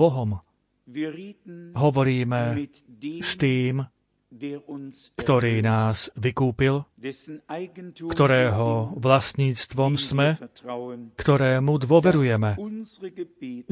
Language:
Slovak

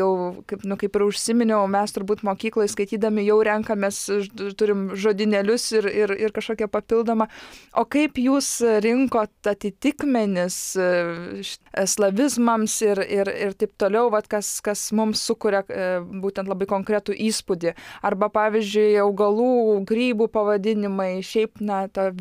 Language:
Lithuanian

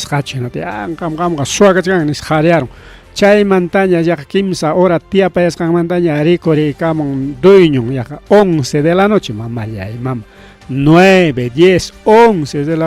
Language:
Ayacucho Quechua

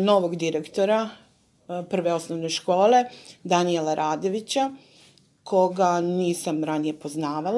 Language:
Serbian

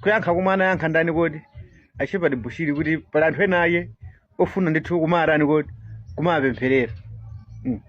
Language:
Nyanja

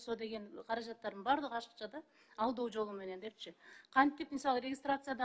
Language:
Kyrgyz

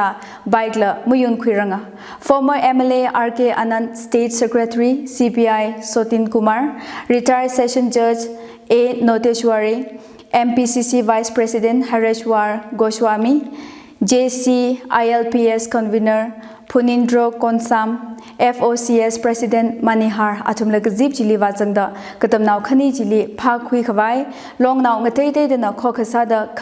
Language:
Tangkhul Naga (India)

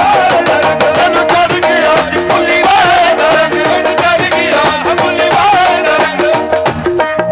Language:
Punjabi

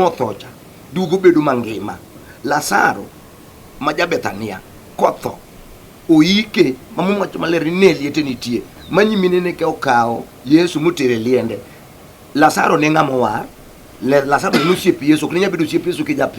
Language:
Luo (Kenya and Tanzania)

